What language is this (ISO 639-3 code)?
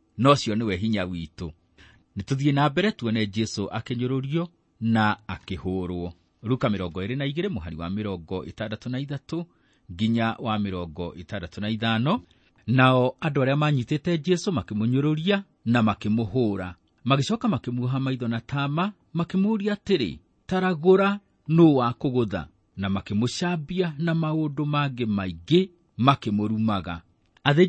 kik